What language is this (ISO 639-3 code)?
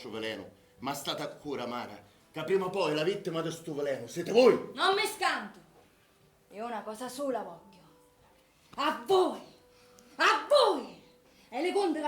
scn